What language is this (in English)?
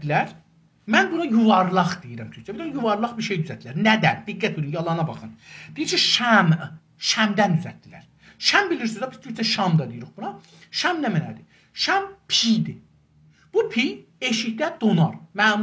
South Azerbaijani